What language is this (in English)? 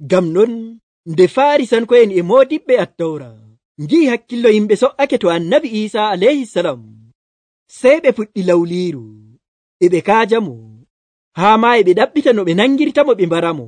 Nigerian Fulfulde